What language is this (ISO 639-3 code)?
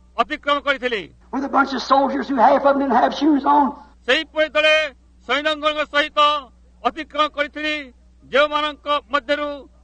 ori